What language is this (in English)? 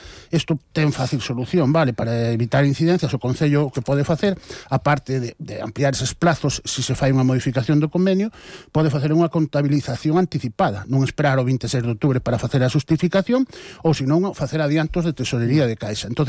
Galician